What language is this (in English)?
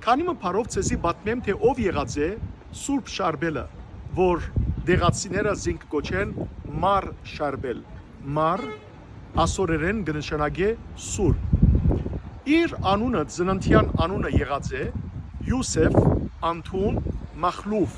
Western Armenian